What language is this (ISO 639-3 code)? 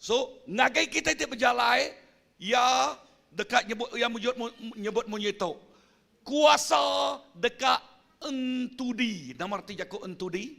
iba